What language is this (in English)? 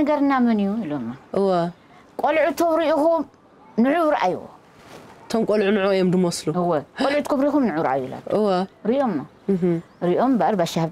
Tigrinya